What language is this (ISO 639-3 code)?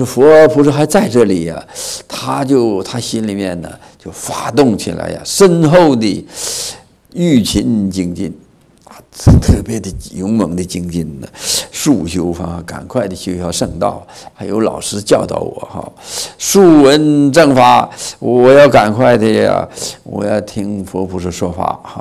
zho